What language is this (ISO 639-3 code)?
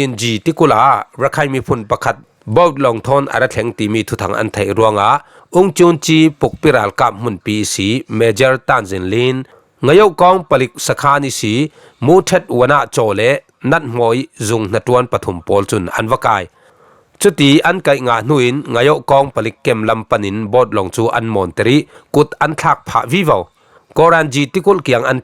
cfm